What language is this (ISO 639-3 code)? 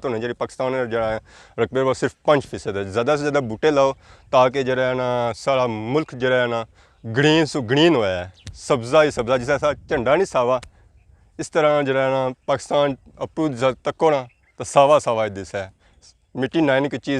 phr